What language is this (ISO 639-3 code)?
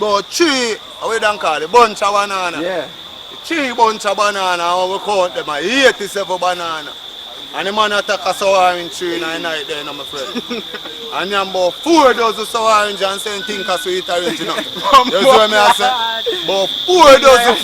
jam